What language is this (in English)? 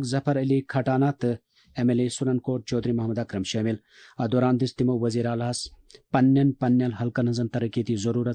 Kashmiri